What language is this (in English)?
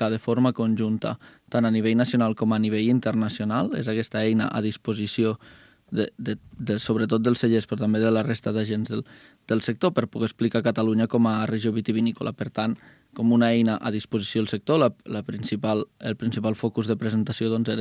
Catalan